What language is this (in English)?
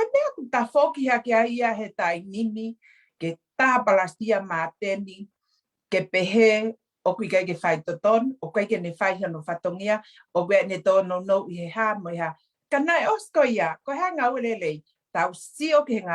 Tongan